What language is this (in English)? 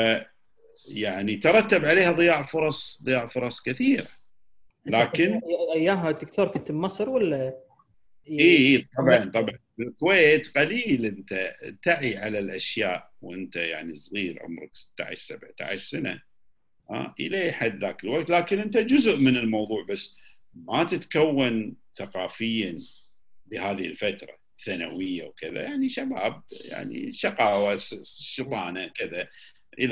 Gulf Arabic